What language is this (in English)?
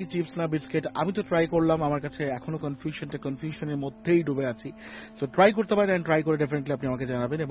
Bangla